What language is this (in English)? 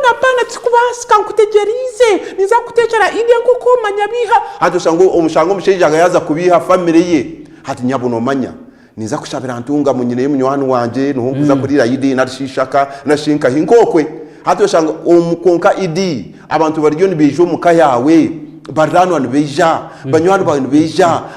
Nyankole